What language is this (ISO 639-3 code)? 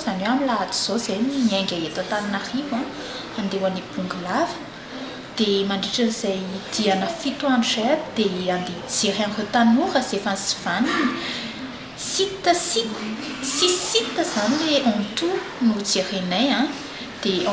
mlg